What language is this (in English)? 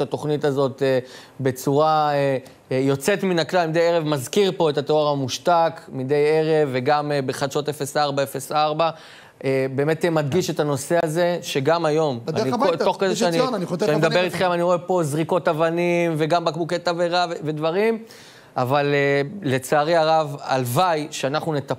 Hebrew